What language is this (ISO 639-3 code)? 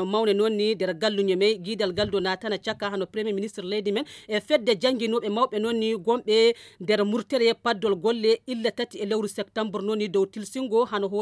fuv